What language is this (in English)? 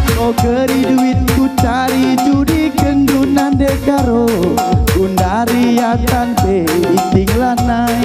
Batak Karo